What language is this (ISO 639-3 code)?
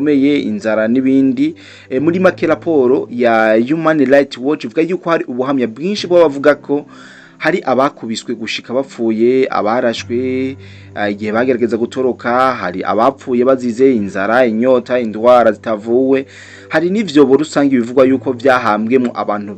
run